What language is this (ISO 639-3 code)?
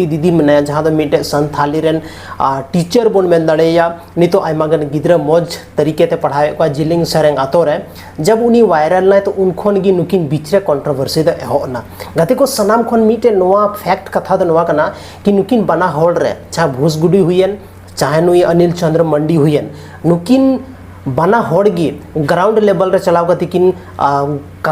sat